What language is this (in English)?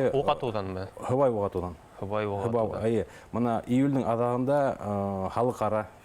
Bashkir